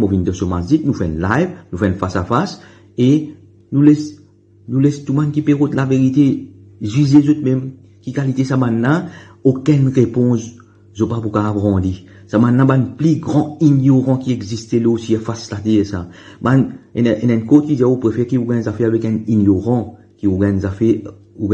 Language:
Morisyen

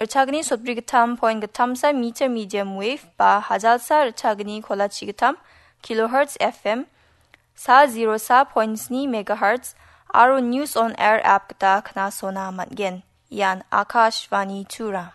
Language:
Garo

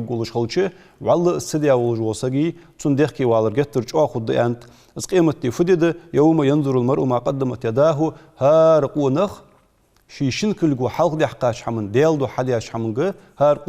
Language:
Ingush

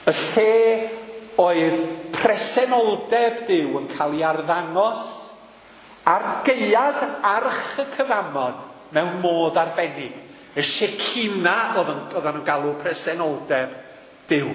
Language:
Welsh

